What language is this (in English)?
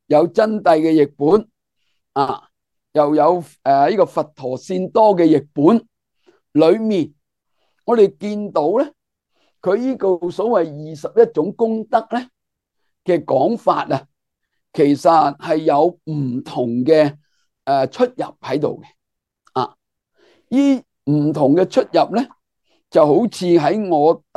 Cantonese